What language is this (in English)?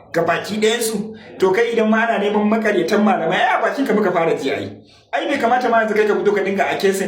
Hausa